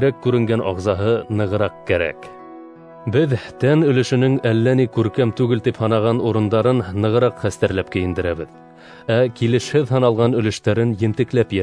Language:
Bashkir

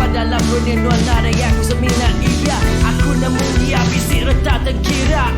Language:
Iban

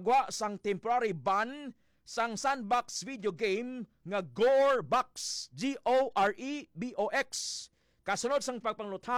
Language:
Hiligaynon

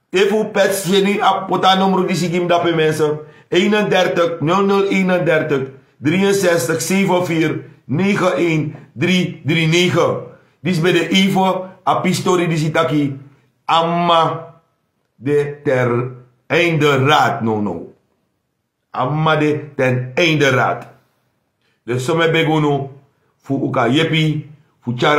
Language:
Sranan Tongo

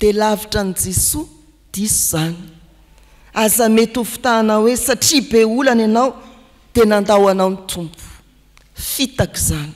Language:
Malagasy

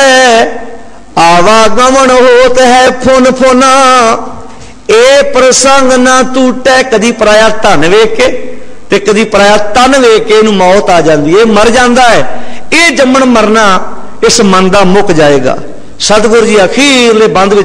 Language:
Punjabi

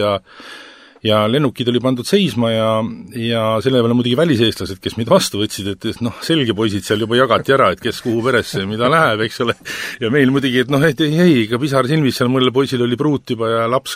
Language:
Estonian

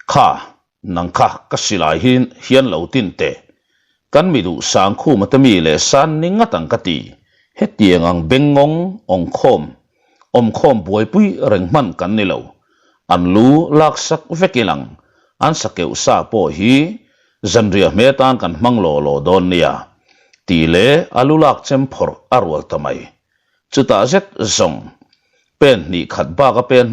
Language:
Mizo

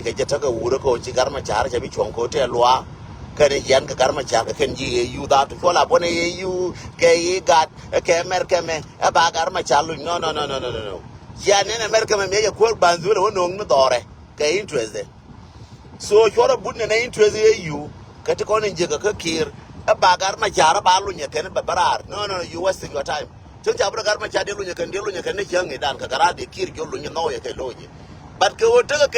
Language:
Nuer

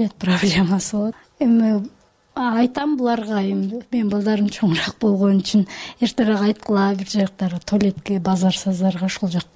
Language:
Kyrgyz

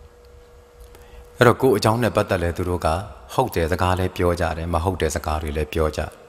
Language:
Burmese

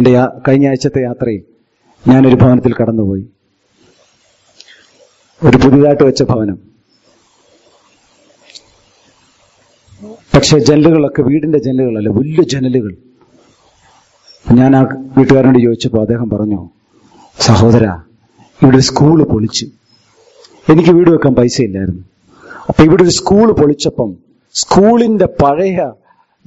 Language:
Malayalam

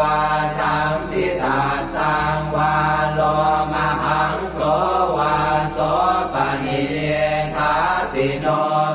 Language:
Pali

